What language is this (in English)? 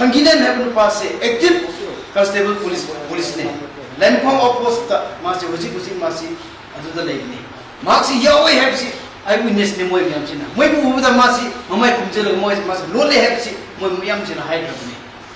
Manipuri